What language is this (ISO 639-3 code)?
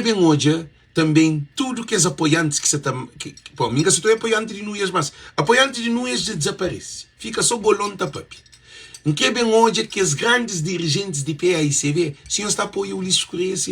kea